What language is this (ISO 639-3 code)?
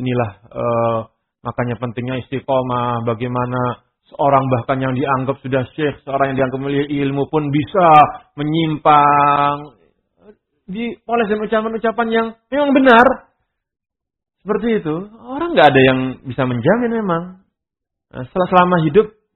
ind